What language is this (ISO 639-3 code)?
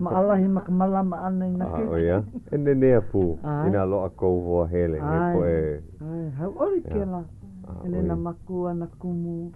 haw